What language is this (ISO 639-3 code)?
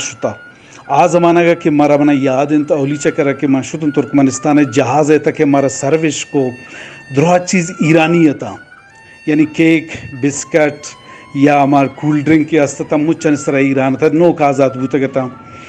bgp